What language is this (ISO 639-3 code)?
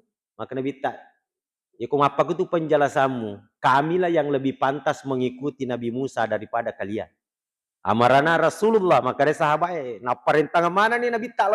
bug